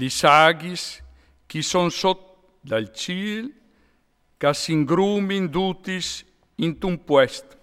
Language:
Friulian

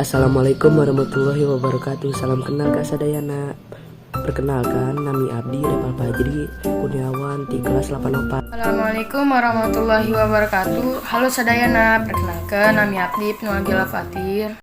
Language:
Sundanese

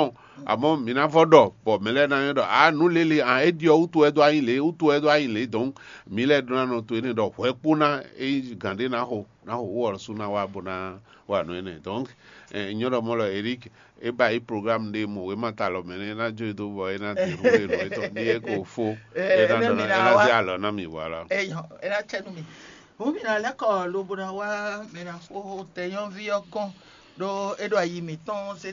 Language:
Fon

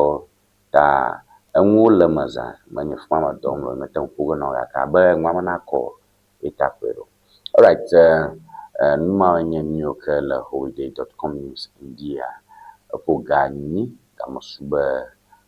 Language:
Ewe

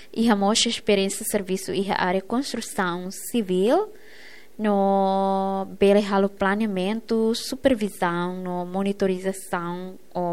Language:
Tetum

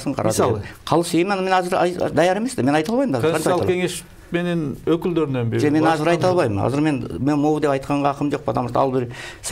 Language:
Kyrgyz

